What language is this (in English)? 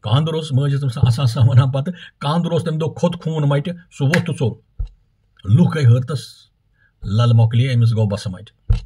Kashmiri